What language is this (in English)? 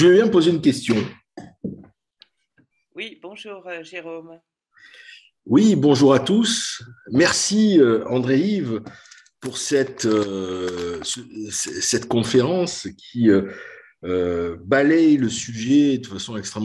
French